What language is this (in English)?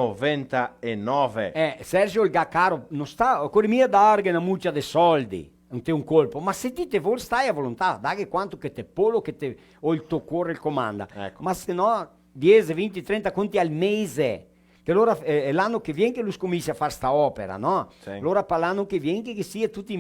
Venetian